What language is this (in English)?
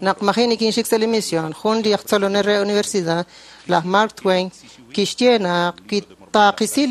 Kekchí